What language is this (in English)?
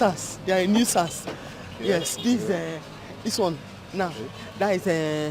Nigerian Pidgin